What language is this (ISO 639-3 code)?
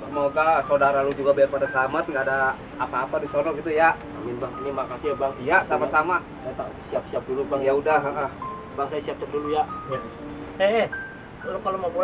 bew